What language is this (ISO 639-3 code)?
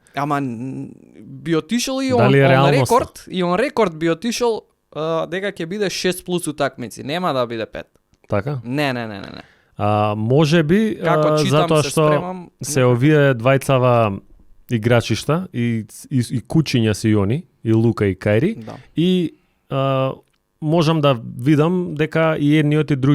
mkd